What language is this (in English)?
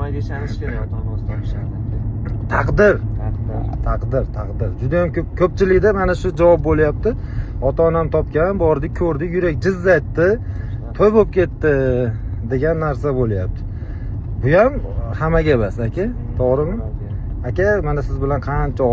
Uzbek